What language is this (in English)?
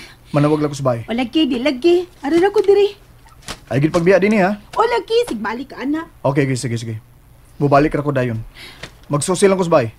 Cebuano